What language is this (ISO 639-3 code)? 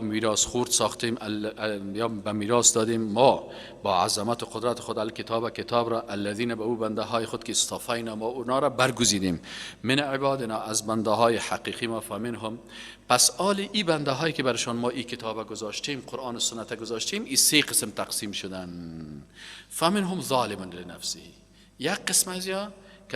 fas